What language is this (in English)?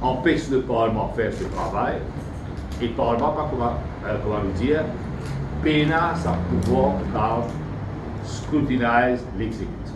Morisyen